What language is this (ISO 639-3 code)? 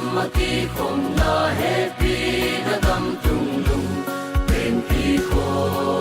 pck